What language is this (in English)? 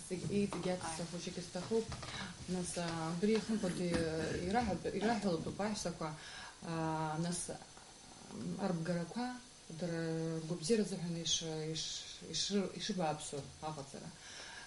Abkhazian